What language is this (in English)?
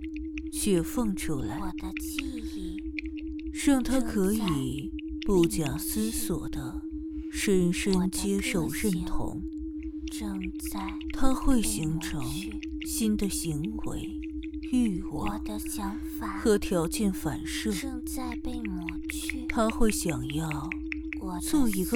Chinese